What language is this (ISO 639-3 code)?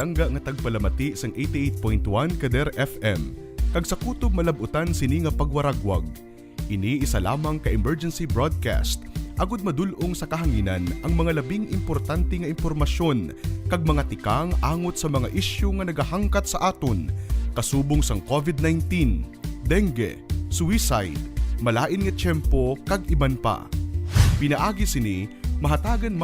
hil